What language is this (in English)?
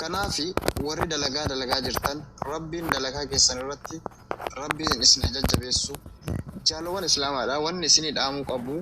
Oromo